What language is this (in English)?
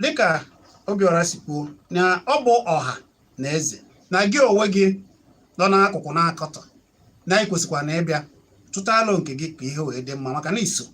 Igbo